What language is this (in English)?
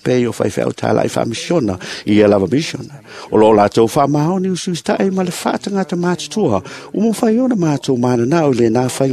Samoan